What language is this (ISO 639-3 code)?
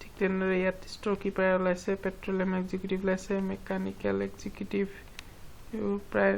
asm